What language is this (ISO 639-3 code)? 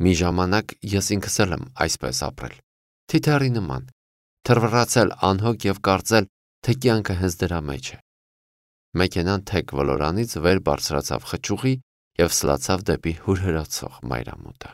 hye